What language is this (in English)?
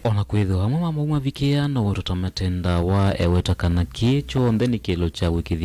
Kamba